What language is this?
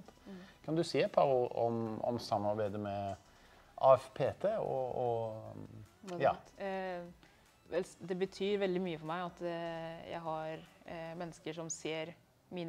Norwegian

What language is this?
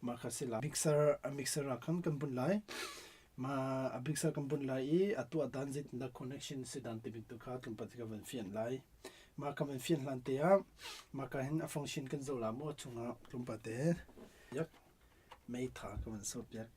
Hakha Chin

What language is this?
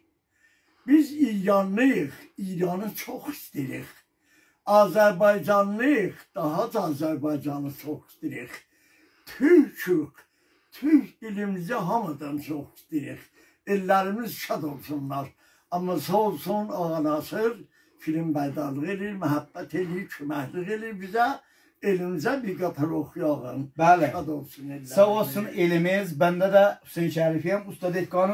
South Azerbaijani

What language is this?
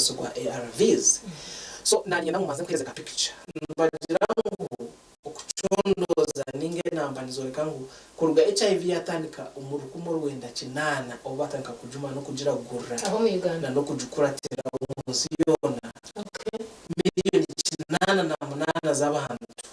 Nyankole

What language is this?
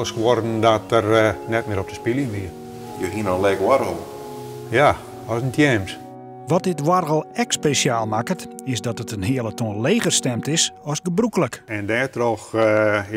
Western Frisian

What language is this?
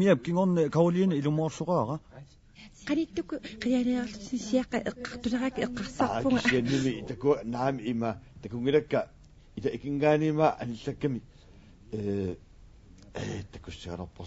Kalaallisut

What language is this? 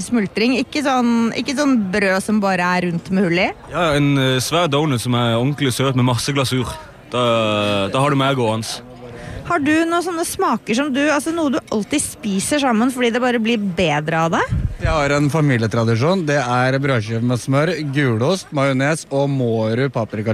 Norwegian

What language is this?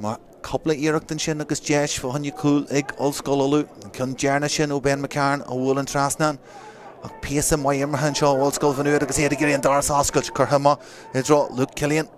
Irish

